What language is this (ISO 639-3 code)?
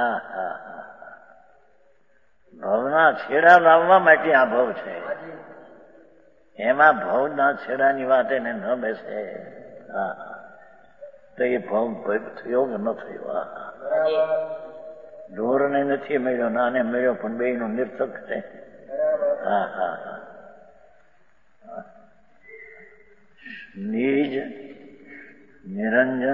guj